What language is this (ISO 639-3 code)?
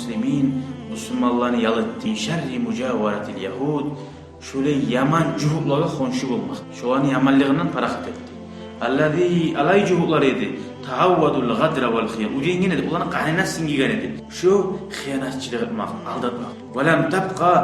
kum